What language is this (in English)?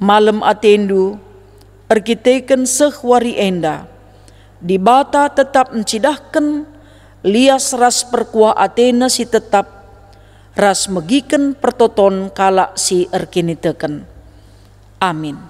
Batak Karo